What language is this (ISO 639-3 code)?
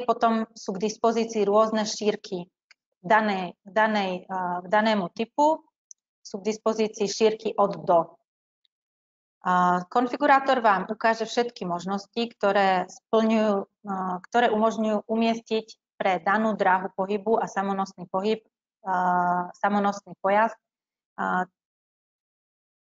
slk